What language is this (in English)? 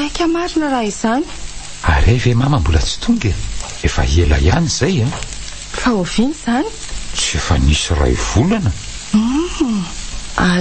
Malagasy